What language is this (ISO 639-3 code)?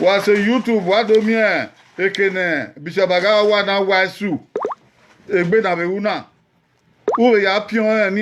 bin